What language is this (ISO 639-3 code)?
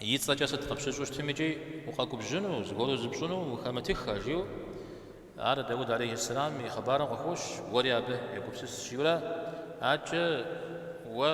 kbd